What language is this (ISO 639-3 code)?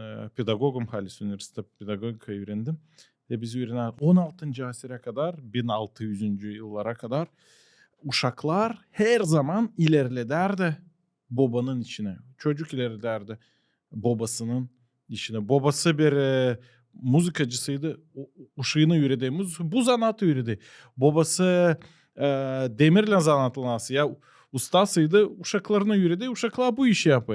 gag